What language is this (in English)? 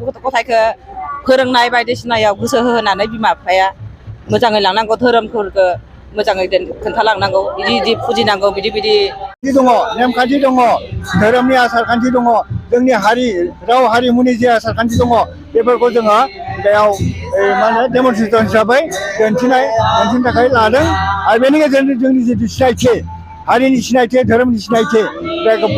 Bodo